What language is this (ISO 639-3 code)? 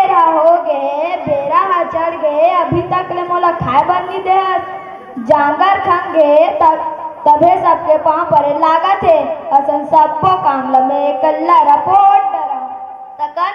hne